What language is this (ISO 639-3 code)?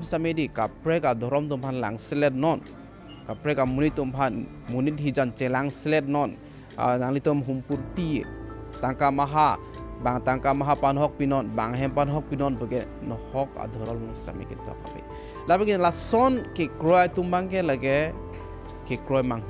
mjw